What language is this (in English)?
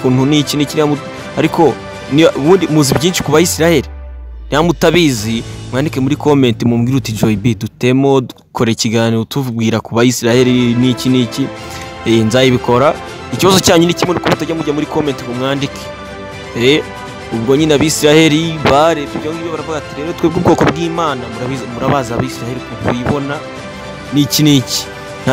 Kinyarwanda